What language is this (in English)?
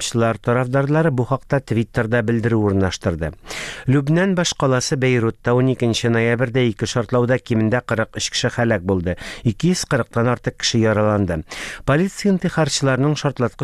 Tatar